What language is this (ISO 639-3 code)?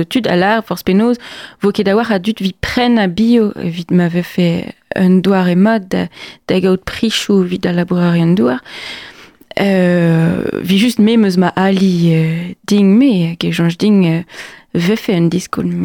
bre